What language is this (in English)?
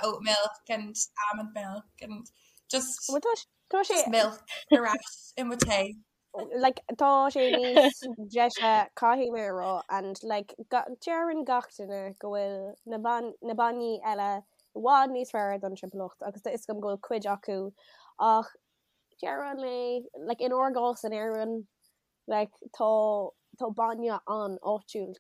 Irish